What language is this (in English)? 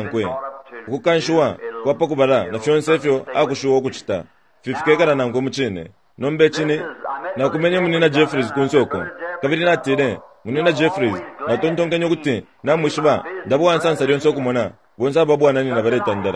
Bemba